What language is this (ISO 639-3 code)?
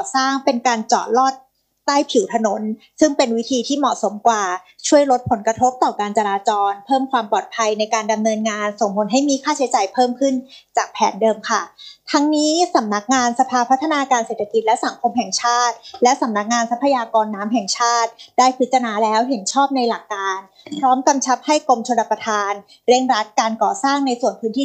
tha